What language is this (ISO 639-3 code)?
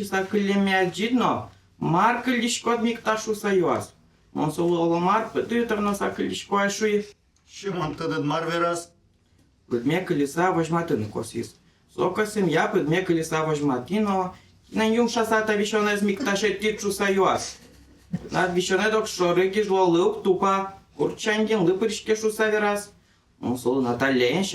udm